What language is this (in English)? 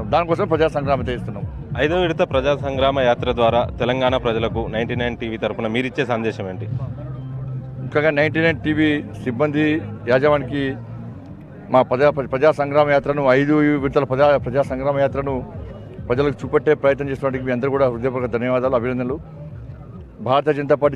Telugu